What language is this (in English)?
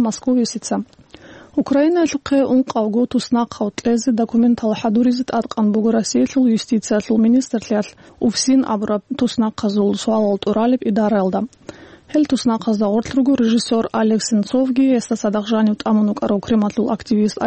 Avaric